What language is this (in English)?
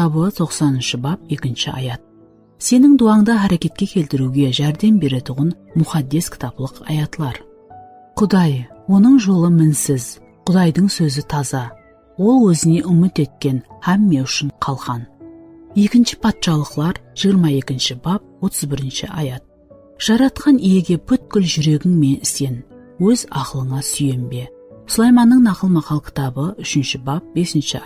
Kara-Kalpak